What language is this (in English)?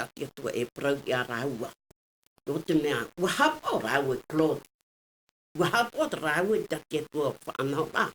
Tahitian